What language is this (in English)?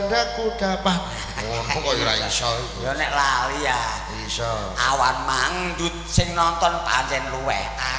Javanese